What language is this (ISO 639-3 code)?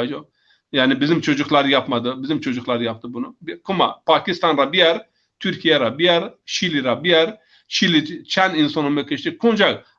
zza